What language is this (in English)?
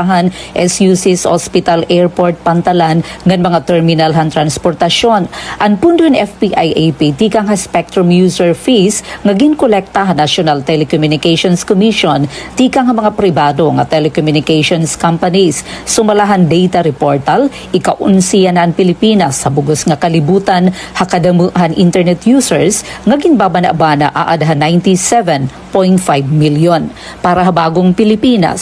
Waray